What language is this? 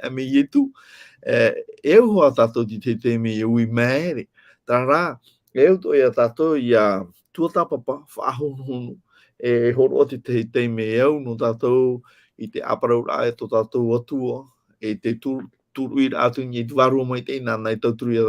Tahitian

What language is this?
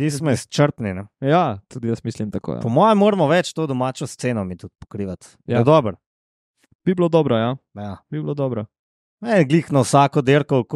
Slovenian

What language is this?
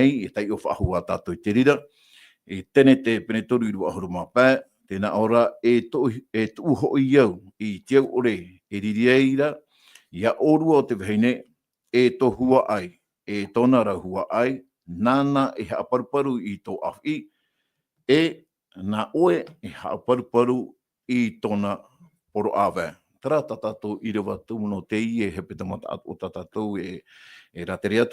Tahitian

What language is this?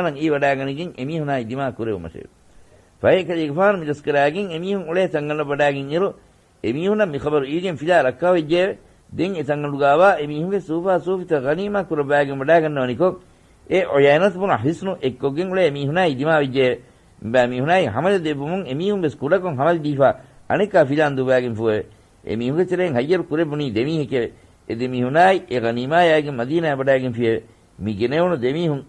Divehi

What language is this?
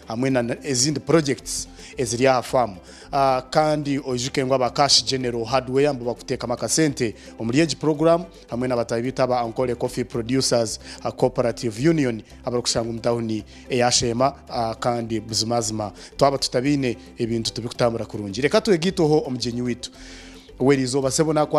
Nyankole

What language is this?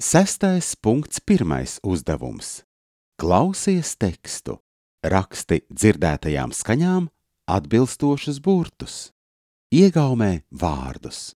Latvian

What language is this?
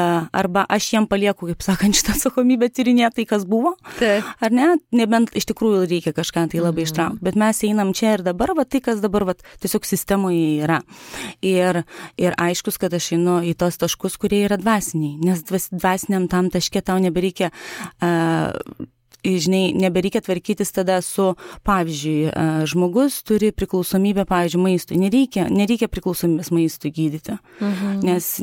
Lithuanian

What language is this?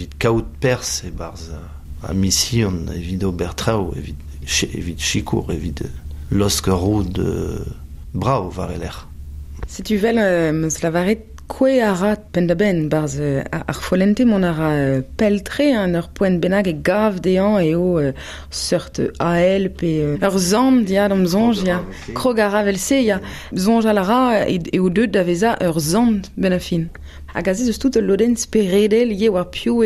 Breton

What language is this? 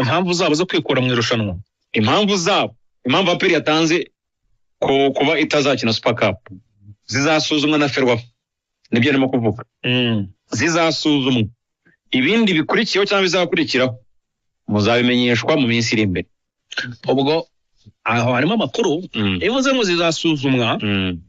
Kinyarwanda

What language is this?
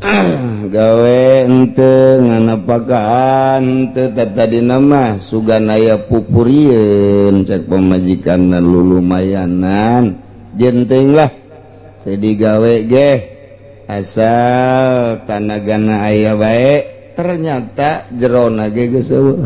Sundanese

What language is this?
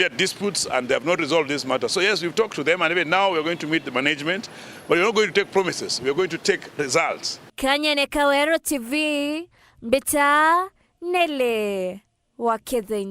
Meru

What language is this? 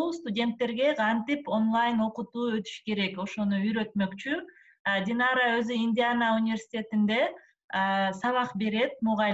Kyrgyz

